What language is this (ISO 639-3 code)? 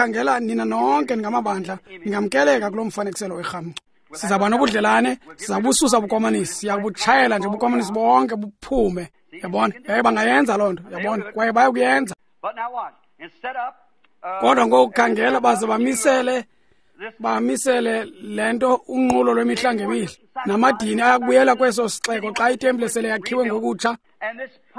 xho